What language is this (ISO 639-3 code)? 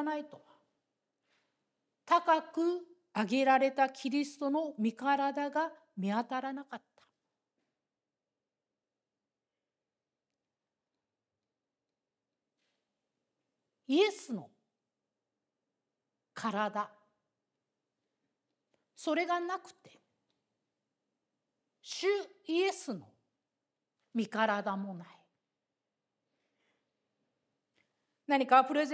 jpn